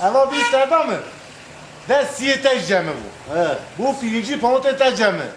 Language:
Kurdish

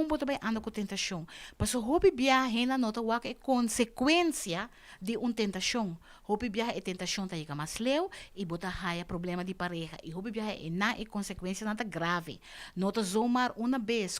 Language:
Papiamento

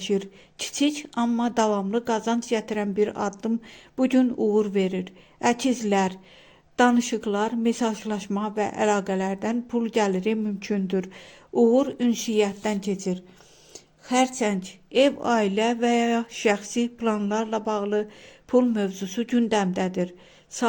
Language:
Azerbaijani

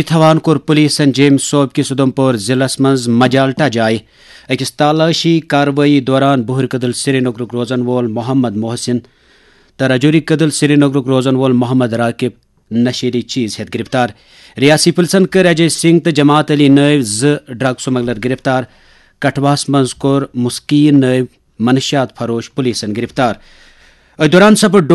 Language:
Kashmiri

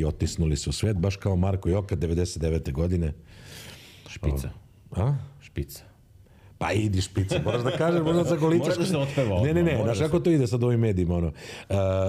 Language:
Serbian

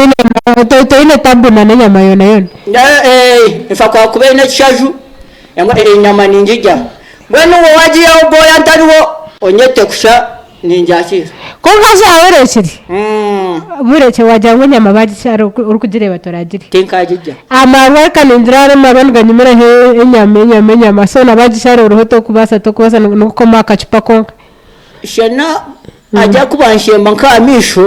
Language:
Nyankole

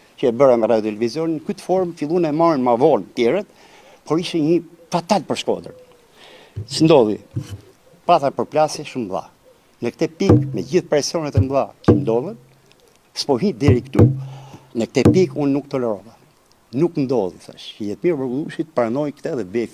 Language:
Albanian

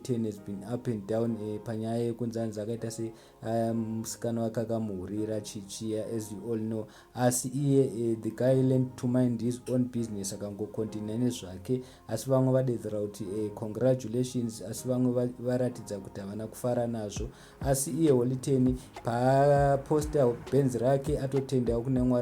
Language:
Shona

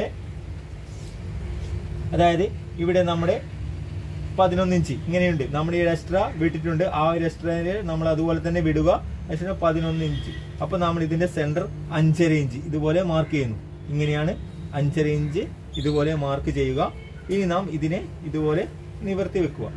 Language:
Malayalam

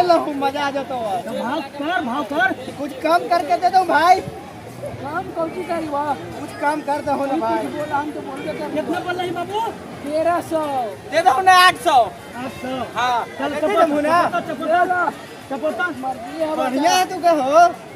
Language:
Magahi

